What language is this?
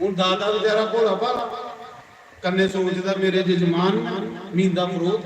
Dogri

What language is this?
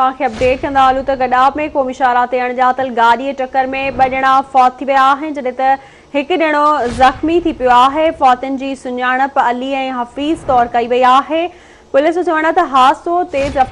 Sindhi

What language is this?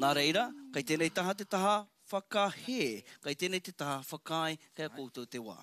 Māori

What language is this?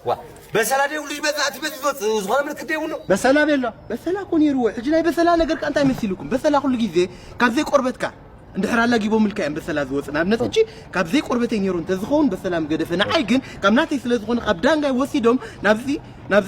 Tigrinya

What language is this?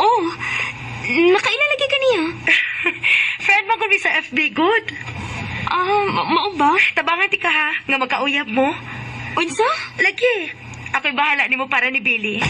Cebuano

